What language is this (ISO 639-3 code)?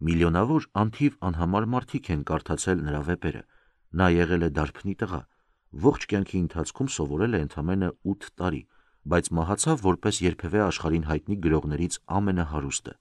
hye